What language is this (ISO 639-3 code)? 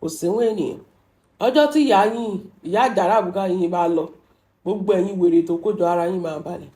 yor